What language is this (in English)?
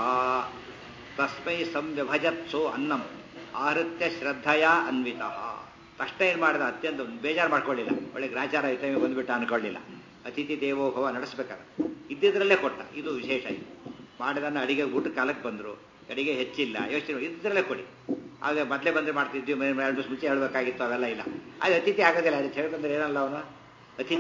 Kannada